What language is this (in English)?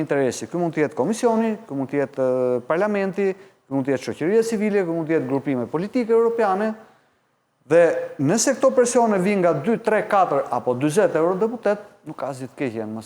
Albanian